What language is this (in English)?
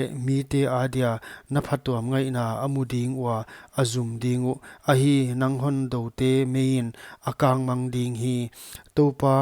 Paite Chin